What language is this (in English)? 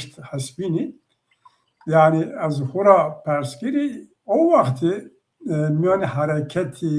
Zaza